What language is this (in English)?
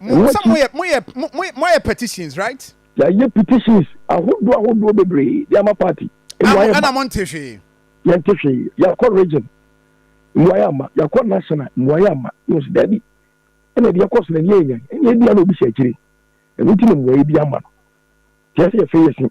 Akan